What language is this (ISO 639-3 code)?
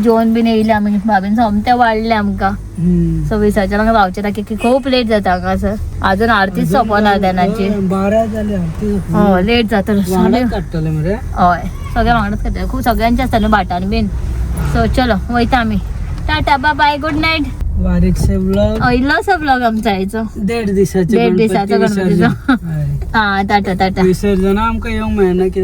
kok